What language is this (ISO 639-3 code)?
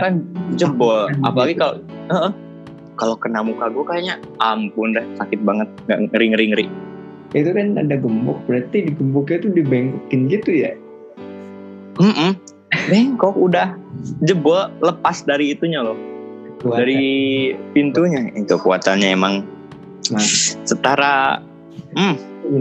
ind